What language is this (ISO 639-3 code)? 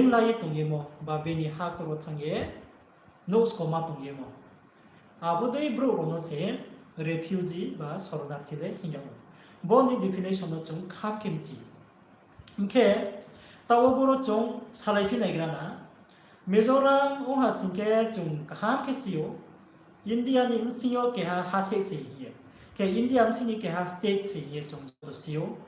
ria